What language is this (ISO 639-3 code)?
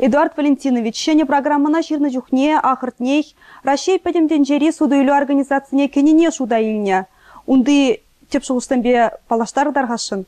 chv